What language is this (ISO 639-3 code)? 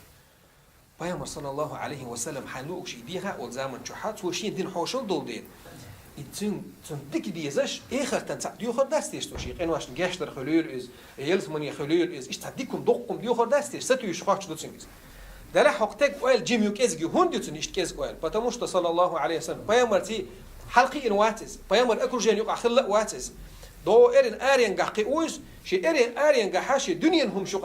che